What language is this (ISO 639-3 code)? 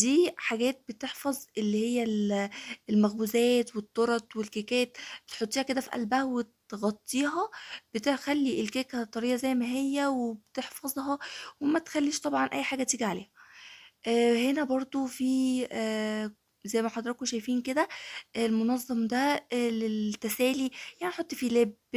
arz